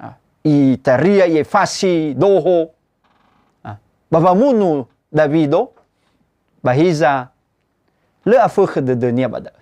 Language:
Nias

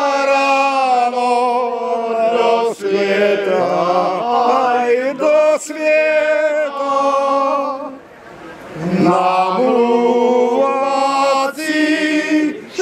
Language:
Czech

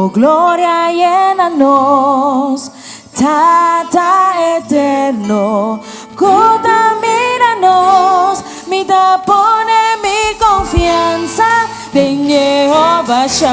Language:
Papiamento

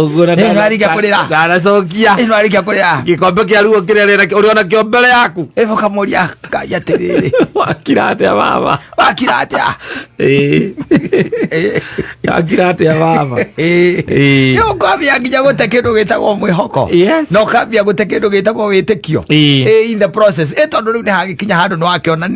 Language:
Kikuyu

